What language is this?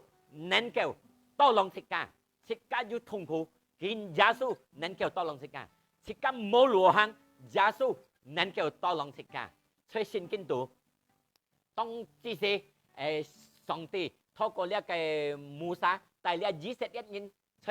Hakka Chinese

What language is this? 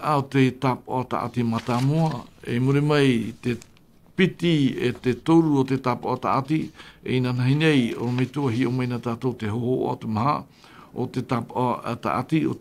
Tahitian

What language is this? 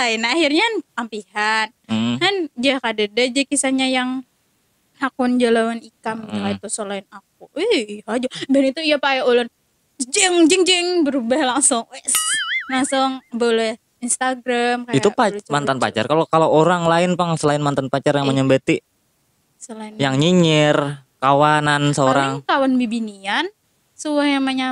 Banjar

